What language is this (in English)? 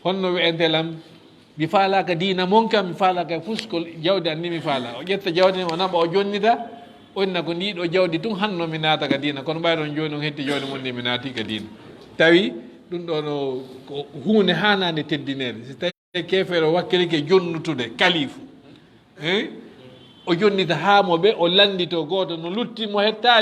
Fula